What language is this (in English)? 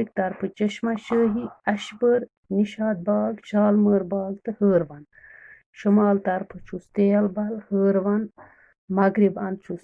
Kashmiri